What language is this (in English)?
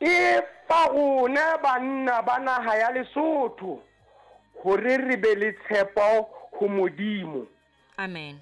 Southern Sotho